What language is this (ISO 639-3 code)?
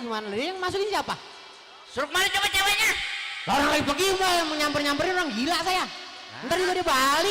bew